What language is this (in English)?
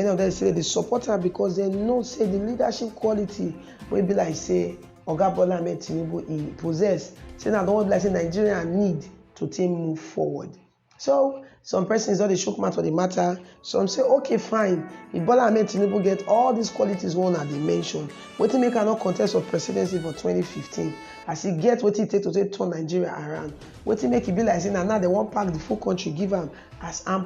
Nigerian Pidgin